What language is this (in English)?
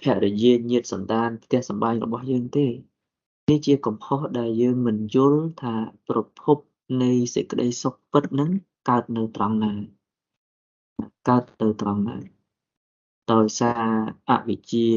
Khmer